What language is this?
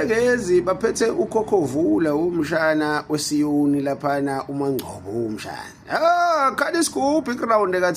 Zulu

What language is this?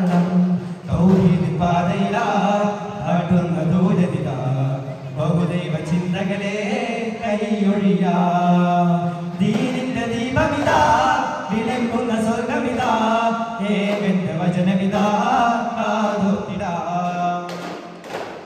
Malayalam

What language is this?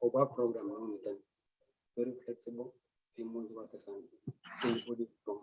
Kalenjin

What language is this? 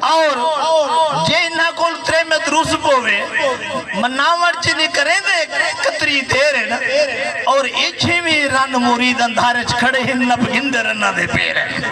Saraiki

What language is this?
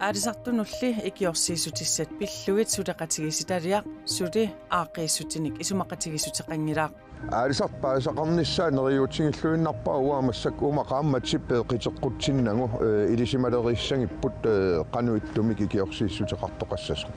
Kalaallisut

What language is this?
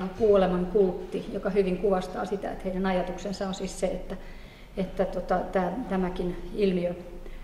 Finnish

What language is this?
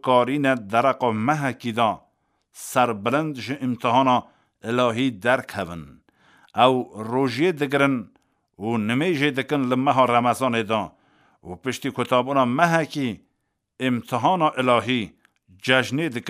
Kurdish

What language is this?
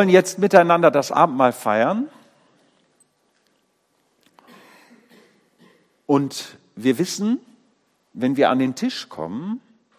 German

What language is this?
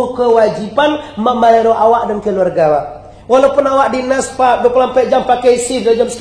Minangkabau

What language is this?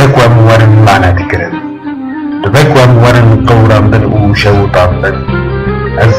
Kurdish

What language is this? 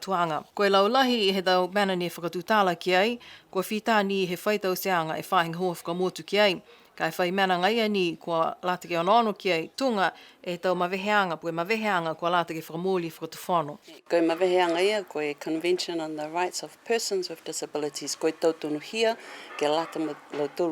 Niuean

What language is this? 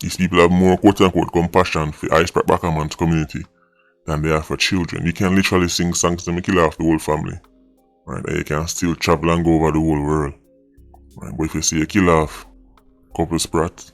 Jamaican Creole English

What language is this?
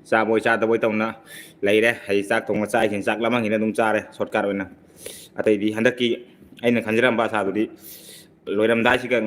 Manipuri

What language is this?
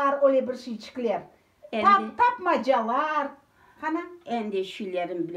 Crimean Tatar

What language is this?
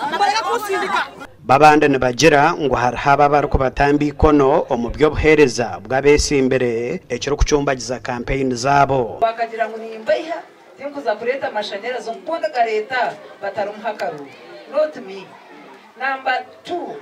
Nyankole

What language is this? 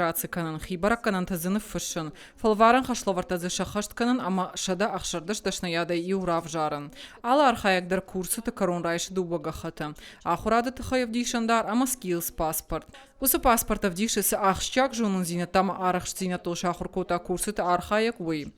Ossetic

